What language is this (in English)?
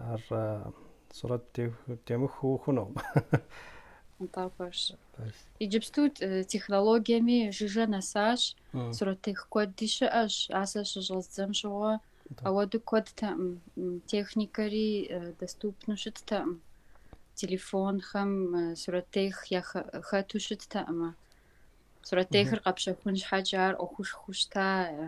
Kabardian